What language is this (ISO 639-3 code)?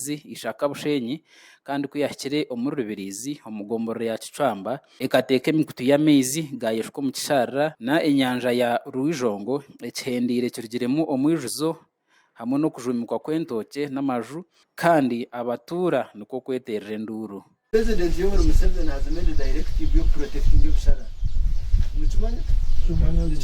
nyn